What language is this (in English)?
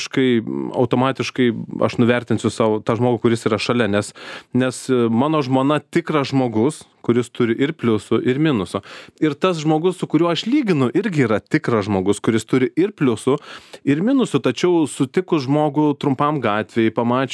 Lithuanian